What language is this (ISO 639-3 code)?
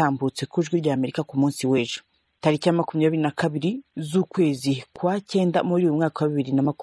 kin